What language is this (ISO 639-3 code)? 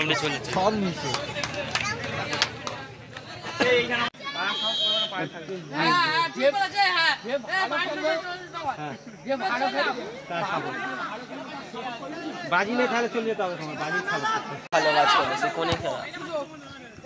ben